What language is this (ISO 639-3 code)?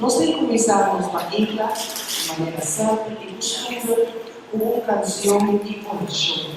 pap